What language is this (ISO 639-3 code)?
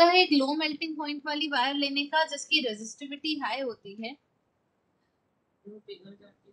hin